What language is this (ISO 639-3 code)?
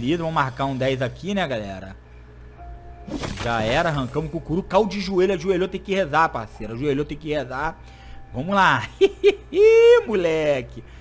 por